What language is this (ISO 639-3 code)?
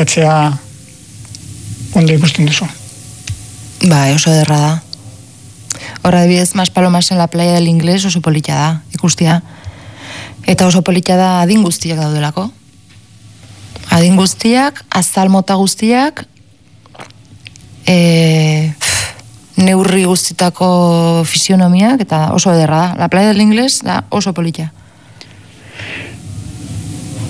eus